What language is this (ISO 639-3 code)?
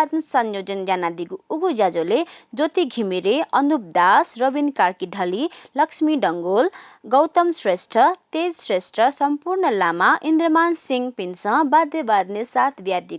new